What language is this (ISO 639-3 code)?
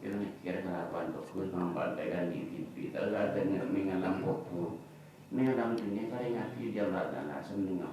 mad